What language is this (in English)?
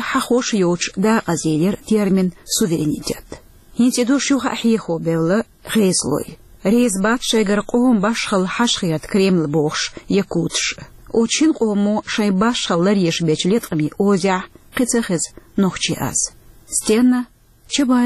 Chechen